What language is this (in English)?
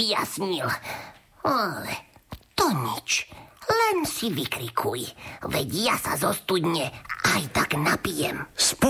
Slovak